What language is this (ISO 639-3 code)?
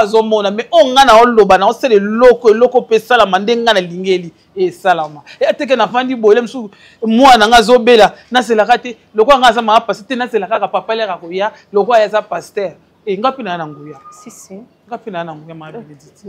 lin